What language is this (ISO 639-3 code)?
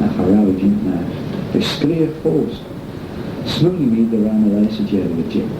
glv